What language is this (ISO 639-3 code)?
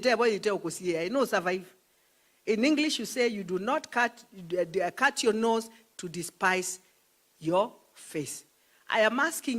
kam